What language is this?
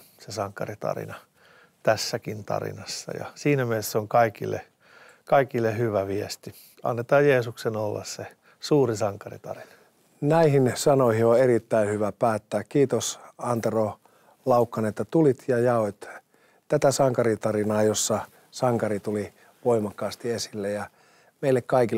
Finnish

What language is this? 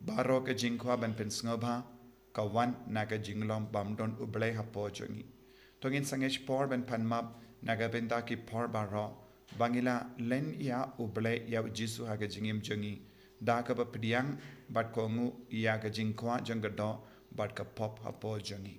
Khasi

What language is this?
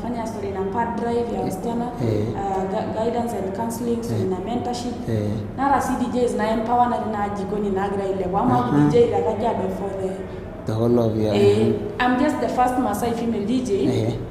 Masai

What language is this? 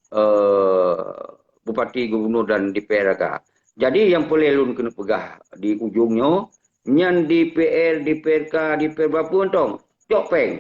Achinese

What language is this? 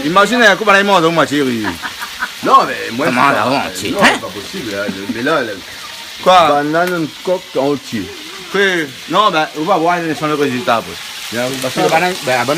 Réunion Creole French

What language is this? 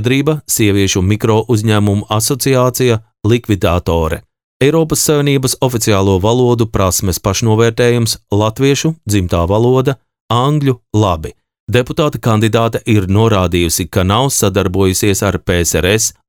Latvian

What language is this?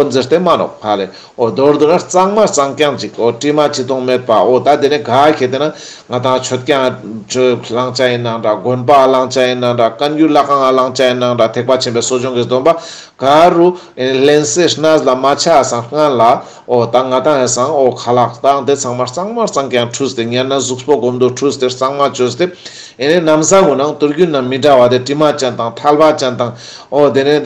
Ladakhi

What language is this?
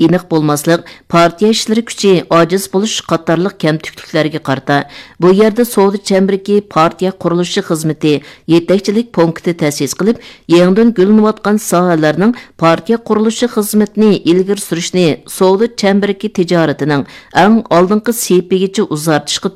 Uyghur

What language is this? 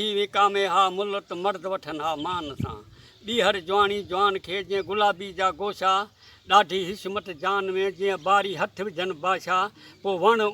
Sindhi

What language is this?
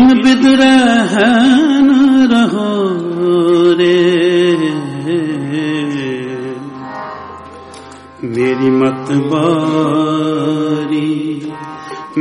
Hindi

